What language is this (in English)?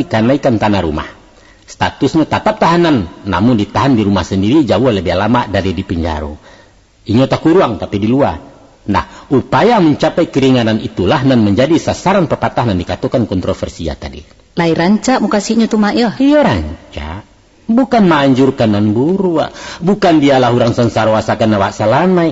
Minangkabau